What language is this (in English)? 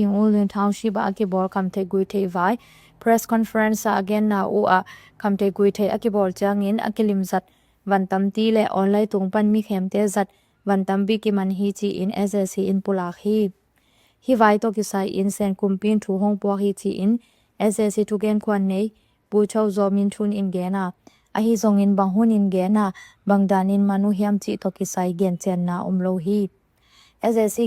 Tedim Chin